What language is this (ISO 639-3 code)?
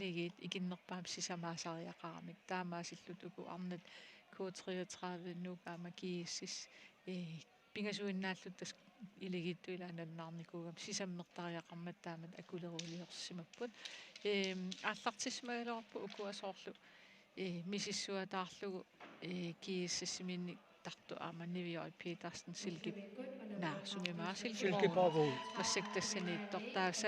kal